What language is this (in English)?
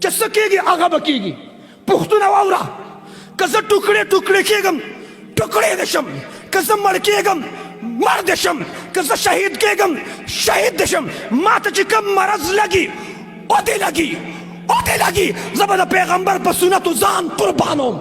Pashto